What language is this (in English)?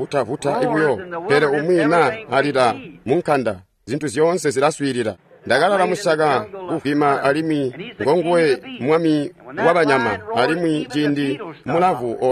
Tonga (Zambia)